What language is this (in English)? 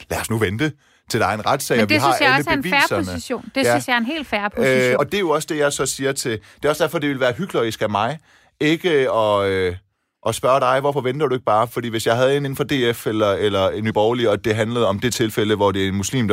Danish